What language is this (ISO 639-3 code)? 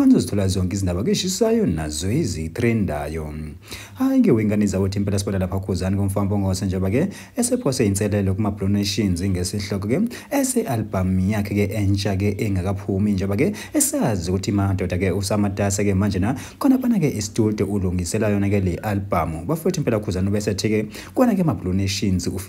zul